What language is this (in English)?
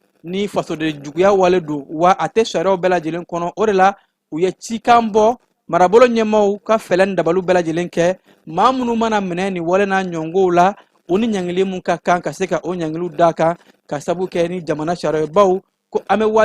Bambara